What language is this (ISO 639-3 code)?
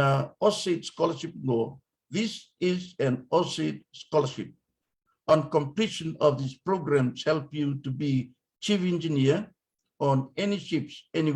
fij